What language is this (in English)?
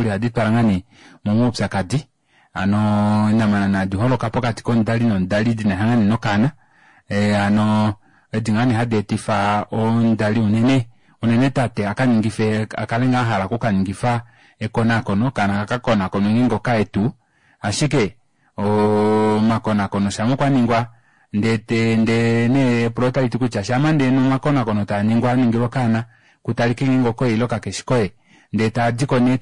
Kuanyama